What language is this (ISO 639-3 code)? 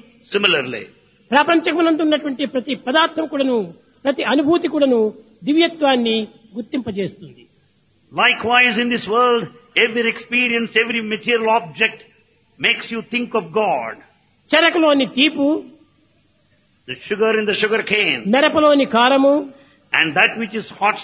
tel